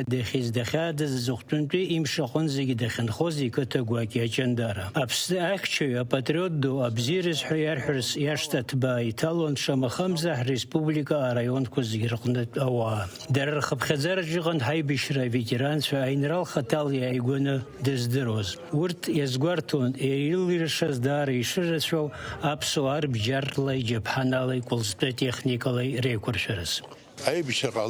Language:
Abkhazian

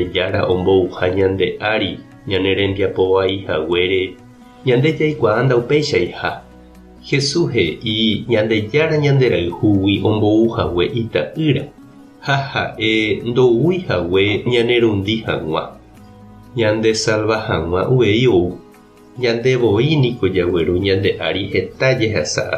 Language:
Guarani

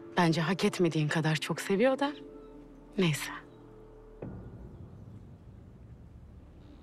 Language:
Turkish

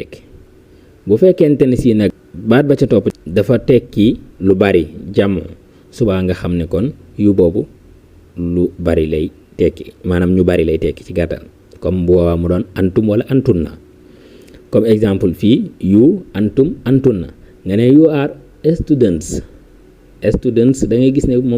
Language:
Wolof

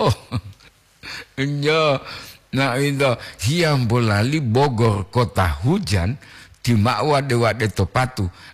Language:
Gorontalo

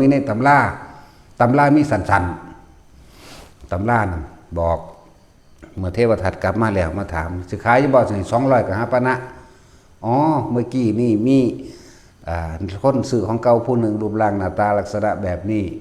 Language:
Northeastern Thai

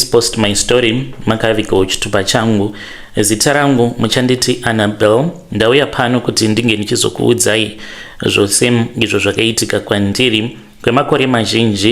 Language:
Shona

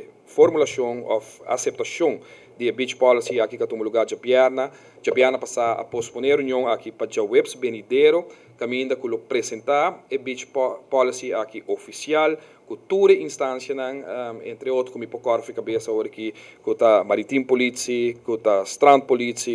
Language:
Papiamento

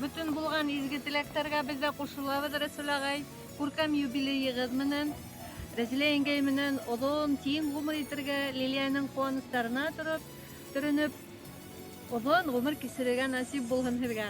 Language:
Bashkir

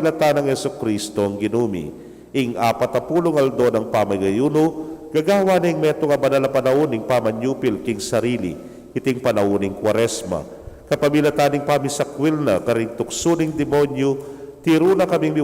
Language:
Pampanga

